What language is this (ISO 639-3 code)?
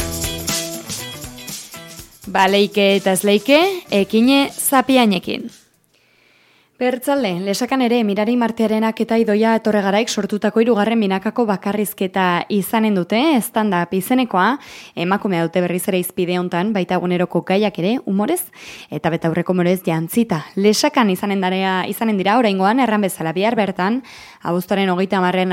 eus